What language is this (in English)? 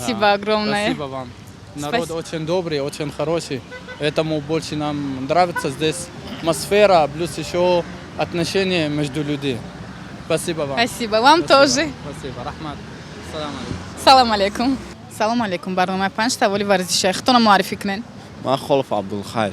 Tajik